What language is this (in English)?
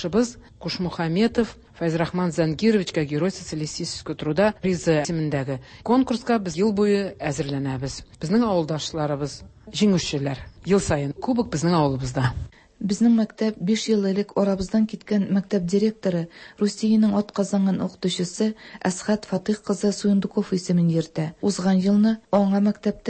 Tatar